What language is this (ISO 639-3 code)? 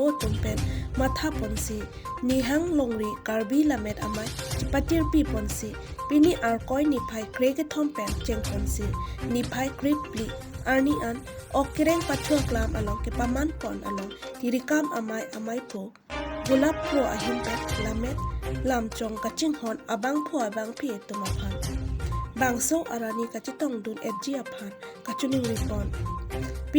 mjw